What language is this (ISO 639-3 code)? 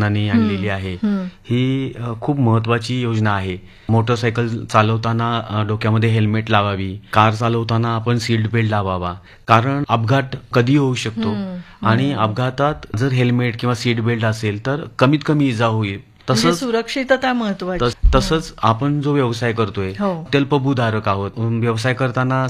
mar